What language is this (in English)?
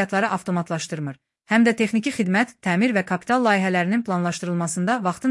Azerbaijani